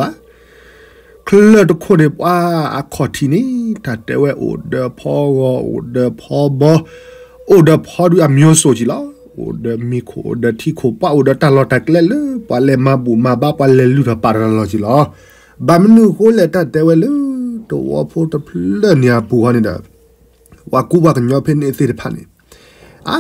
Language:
S'gaw Karen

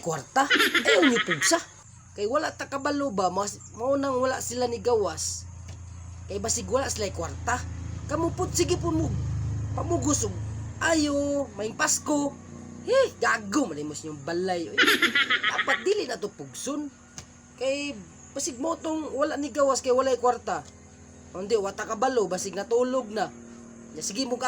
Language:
Cebuano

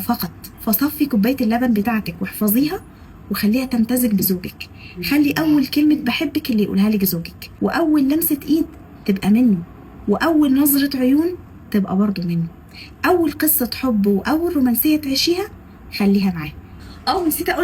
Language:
Egyptian Arabic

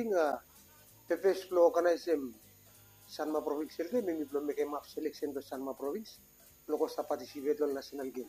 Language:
Bislama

